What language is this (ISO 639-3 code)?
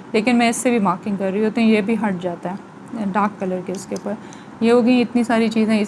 hin